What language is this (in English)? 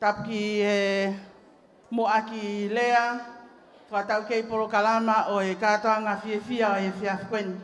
Tongan